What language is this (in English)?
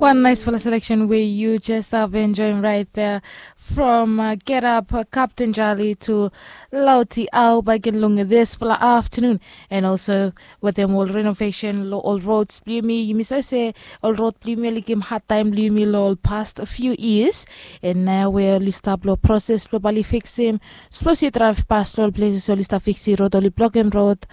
Bislama